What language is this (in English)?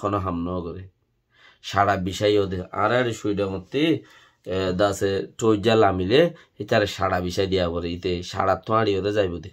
Rohingya